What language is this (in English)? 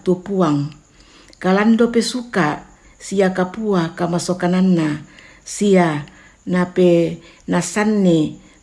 Toraja-Sa'dan